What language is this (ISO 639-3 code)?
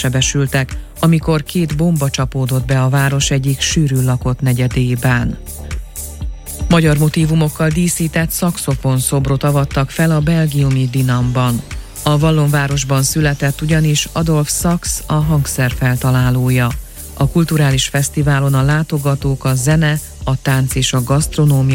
hun